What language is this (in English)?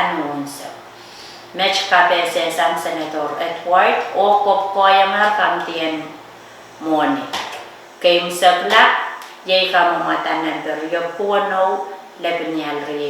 Pohnpeian